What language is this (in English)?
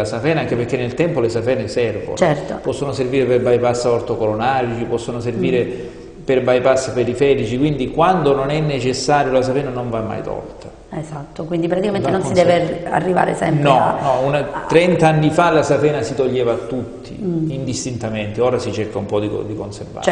Italian